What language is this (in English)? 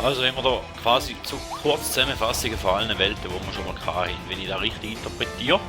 Swiss German